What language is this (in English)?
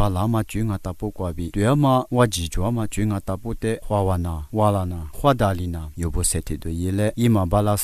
Lisu